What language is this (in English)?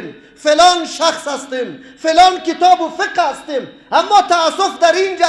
Persian